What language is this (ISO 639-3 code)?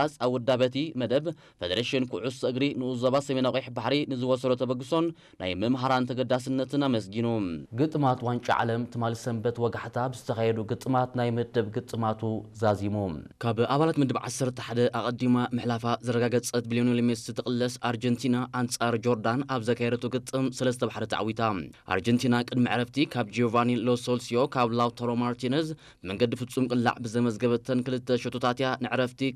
tir